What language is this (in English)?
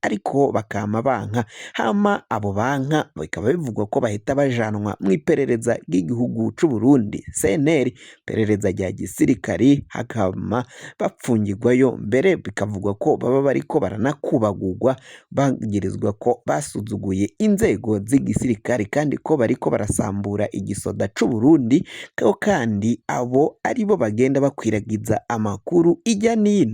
Rundi